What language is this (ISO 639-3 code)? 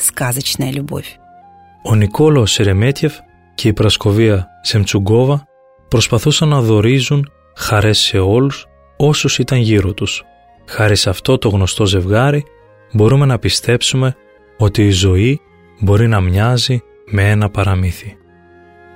ell